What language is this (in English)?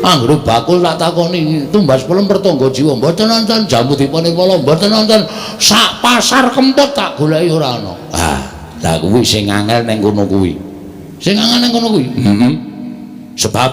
Javanese